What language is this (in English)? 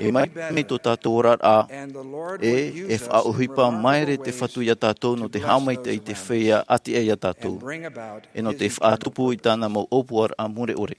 Tahitian